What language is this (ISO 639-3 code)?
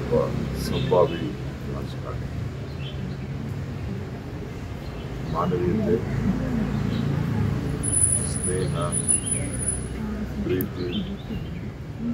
kan